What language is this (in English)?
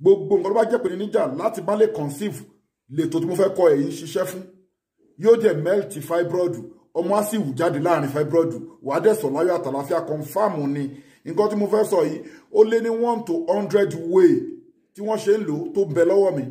Yoruba